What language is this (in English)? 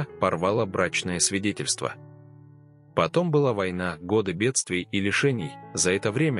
Russian